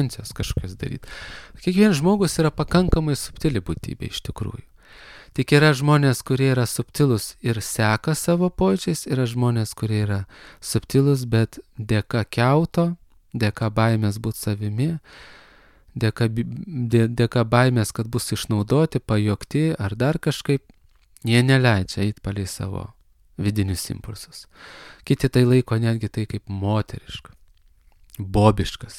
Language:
Lithuanian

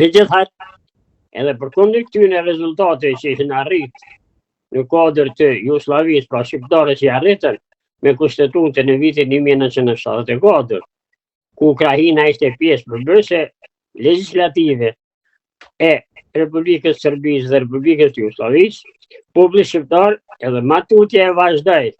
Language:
Albanian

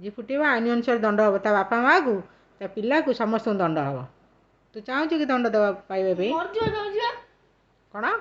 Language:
Odia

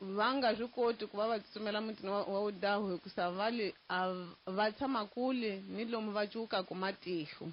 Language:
Tsonga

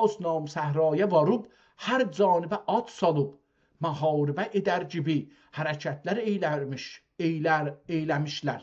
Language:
South Azerbaijani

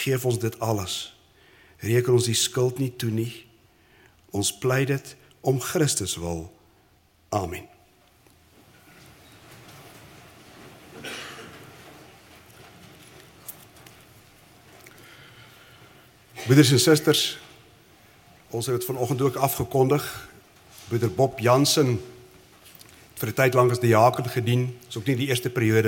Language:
Afrikaans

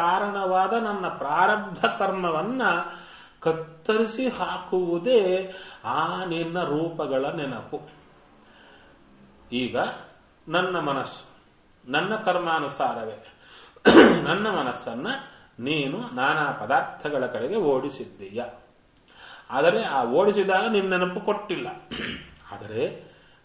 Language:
Kannada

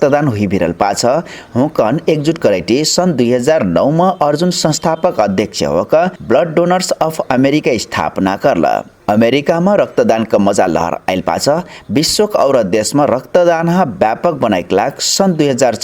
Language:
Dangaura Tharu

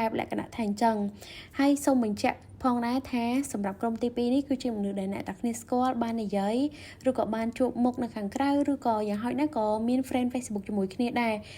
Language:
Khmer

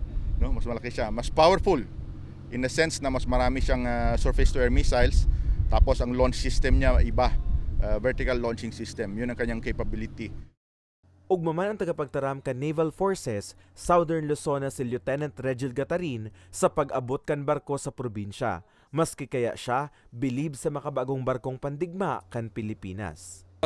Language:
Bikol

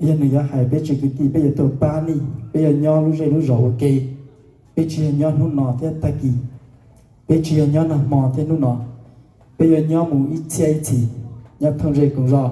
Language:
Hmong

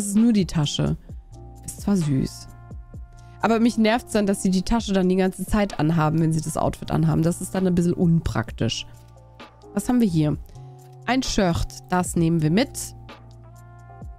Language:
German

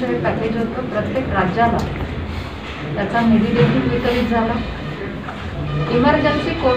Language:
Marathi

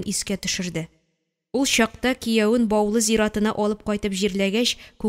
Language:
Tatar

